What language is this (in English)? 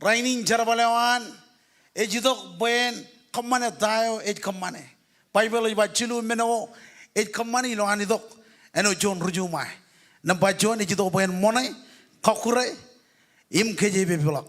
Marshallese